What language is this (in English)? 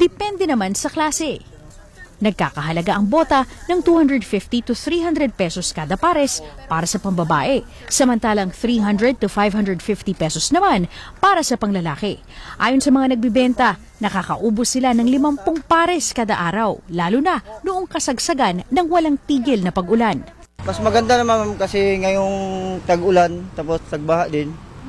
Filipino